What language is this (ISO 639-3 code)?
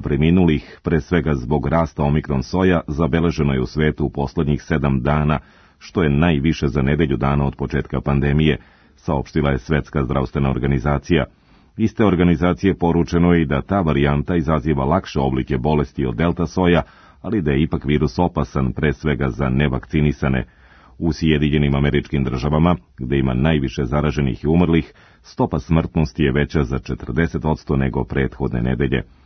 srp